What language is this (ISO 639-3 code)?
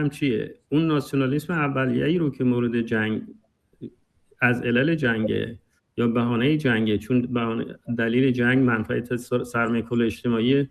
fas